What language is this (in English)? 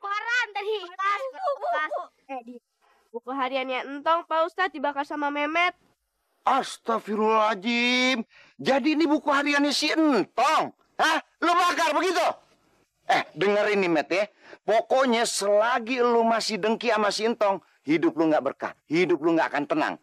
Betawi